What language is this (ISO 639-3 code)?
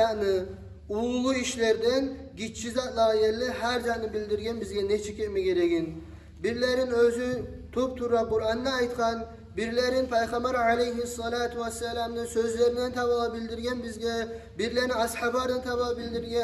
kum